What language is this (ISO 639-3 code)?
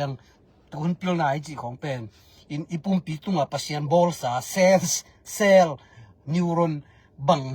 ctd